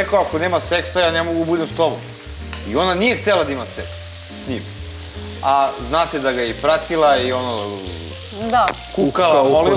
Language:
Bosnian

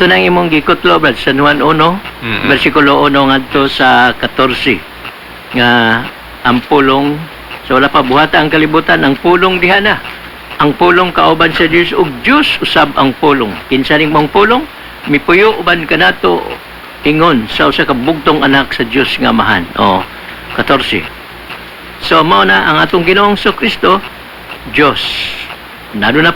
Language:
Cebuano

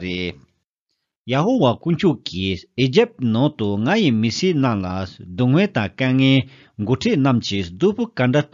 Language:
Tibetan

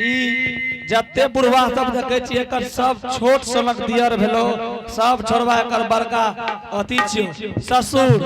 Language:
Angika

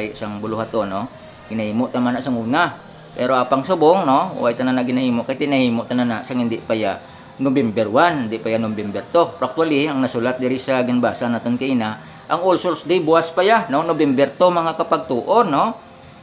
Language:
Hiligaynon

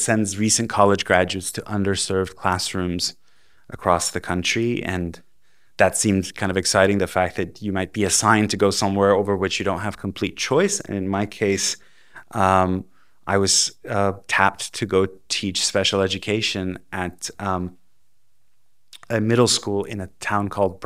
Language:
English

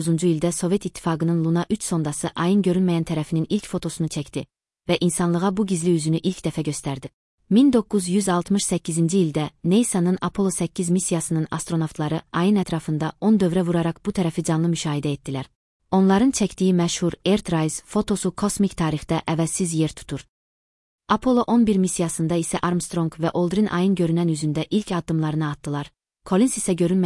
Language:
Azerbaijani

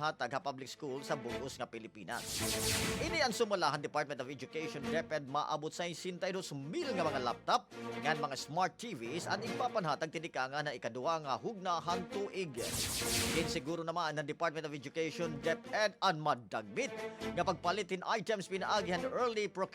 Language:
Waray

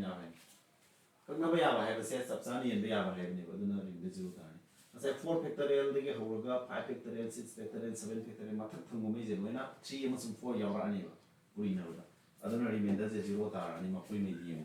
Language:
Manipuri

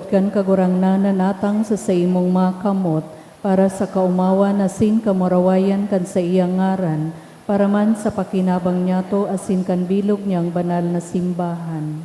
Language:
Bikol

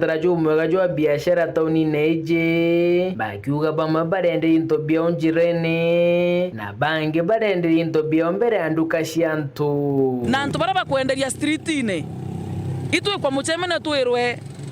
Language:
Meru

